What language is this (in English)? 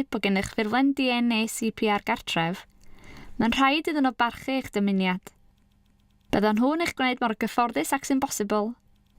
Welsh